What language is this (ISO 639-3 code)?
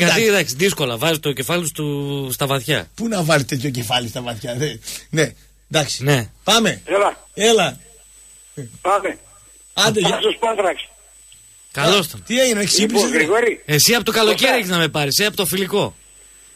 ell